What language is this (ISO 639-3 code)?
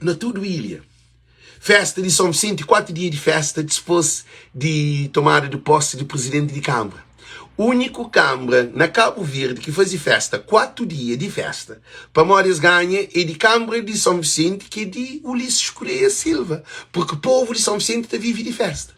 kea